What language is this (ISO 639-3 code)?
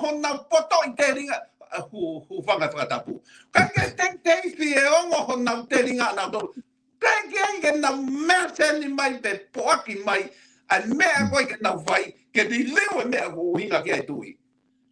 ton